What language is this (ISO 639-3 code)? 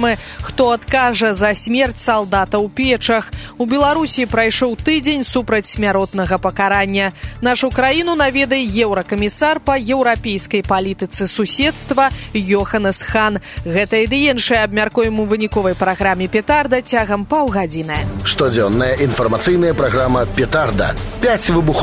bel